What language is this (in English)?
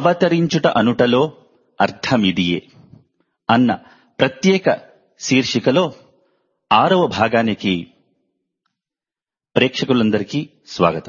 Telugu